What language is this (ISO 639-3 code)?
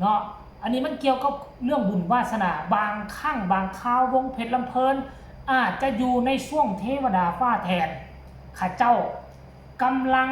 tts